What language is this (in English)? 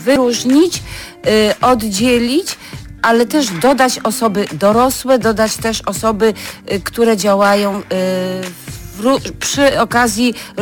Polish